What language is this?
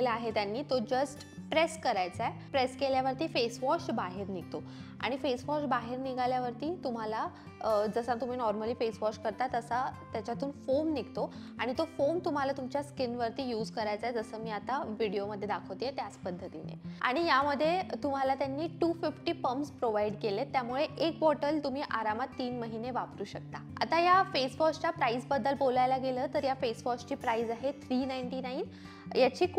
Marathi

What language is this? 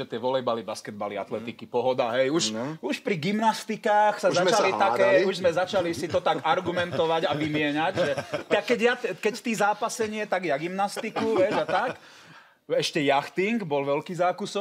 Slovak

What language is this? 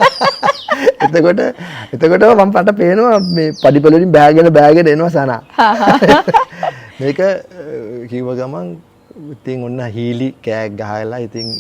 Sinhala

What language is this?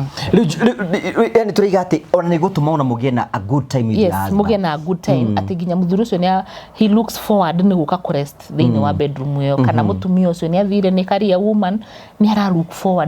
Kikuyu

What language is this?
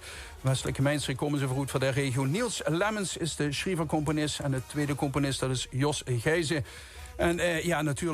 Limburgish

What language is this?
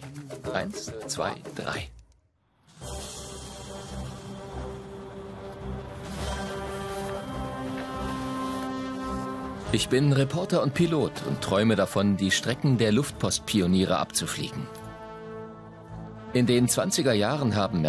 German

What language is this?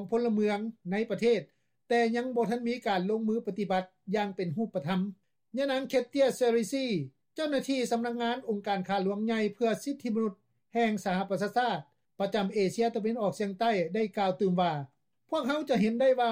Lao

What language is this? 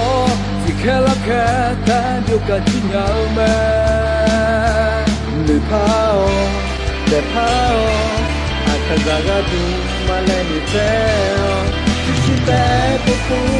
Akha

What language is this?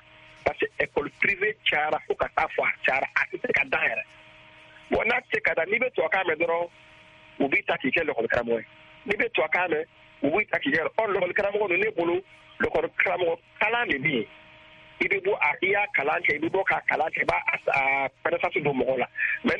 Bambara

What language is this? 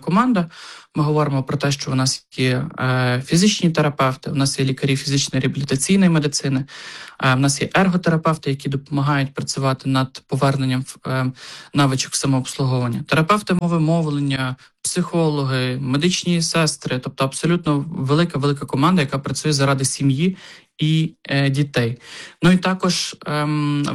Ukrainian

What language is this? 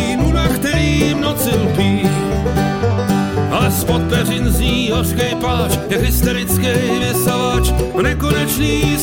Czech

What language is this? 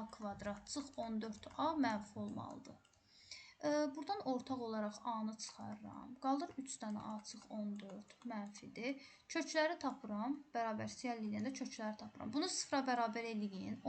Azerbaijani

